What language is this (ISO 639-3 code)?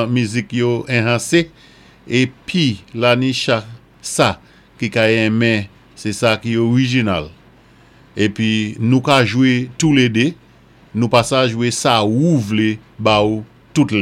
acf